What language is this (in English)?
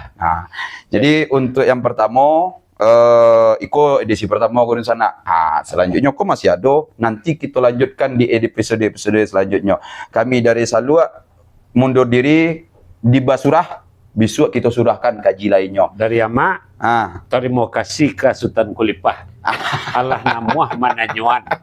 Minangkabau